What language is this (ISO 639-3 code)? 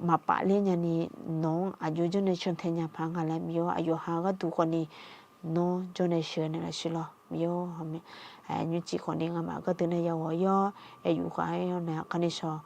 ahk